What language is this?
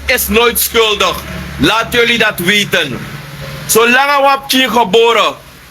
Sranan Tongo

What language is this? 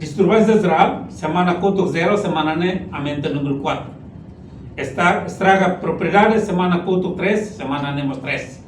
Tetum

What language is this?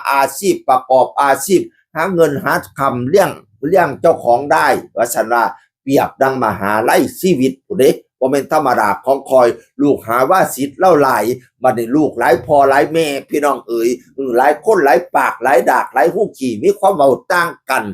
Northeastern Thai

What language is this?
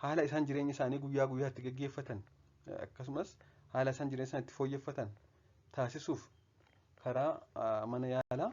Oromo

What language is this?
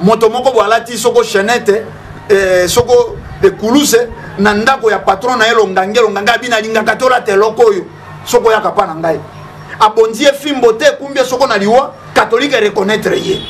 Lingala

